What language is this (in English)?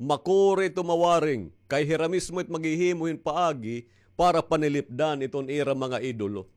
Waray